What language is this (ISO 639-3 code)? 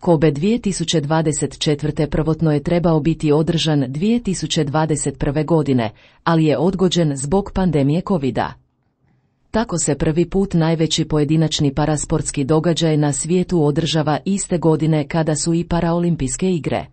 hrv